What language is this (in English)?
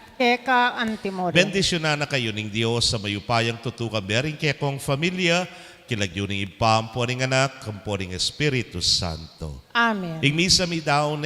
Pampanga